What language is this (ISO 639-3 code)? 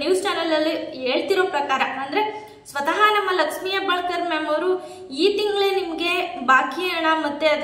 kan